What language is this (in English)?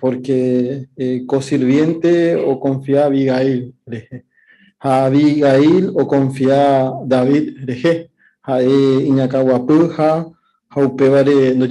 Guarani